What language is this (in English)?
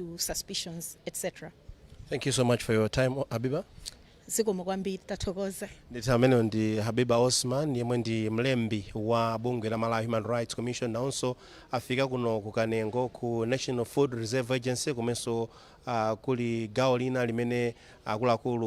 Nyanja